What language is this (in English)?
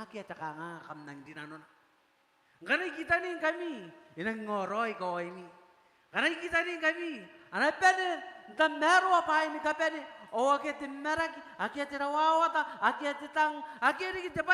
Gilbertese